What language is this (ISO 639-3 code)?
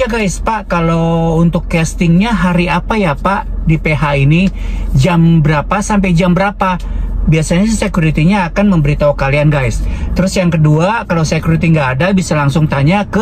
ind